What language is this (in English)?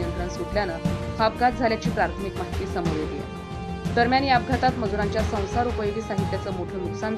Marathi